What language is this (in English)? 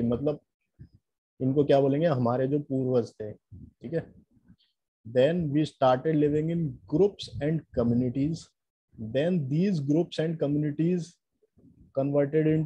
Hindi